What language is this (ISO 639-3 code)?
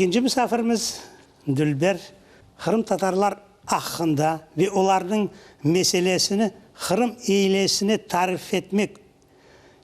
crh